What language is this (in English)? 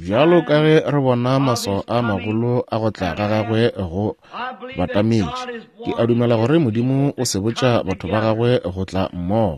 Northern Sotho